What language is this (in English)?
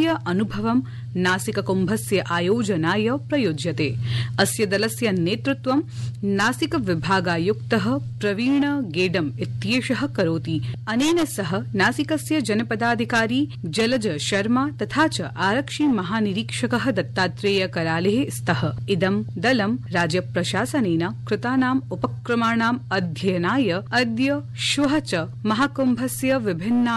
Sanskrit